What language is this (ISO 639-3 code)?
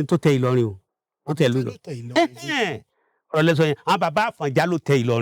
yor